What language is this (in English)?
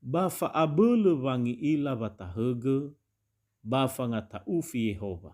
Nias